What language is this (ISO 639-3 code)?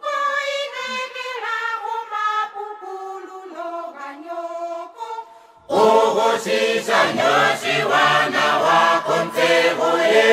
ndo